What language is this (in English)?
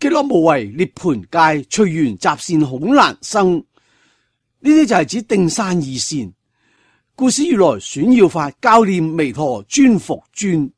Cantonese